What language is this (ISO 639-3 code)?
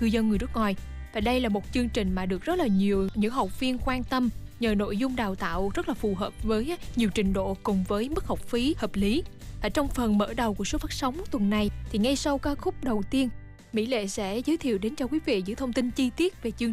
vie